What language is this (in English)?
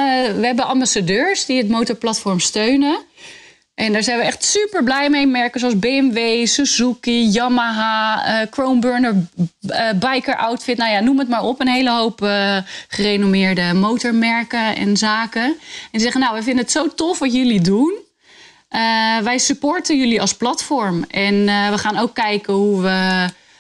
Dutch